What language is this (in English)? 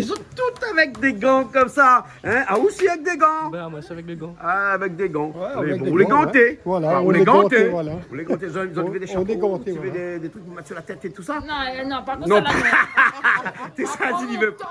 Réunion Creole French